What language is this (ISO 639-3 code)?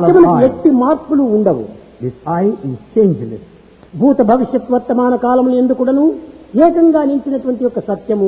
tel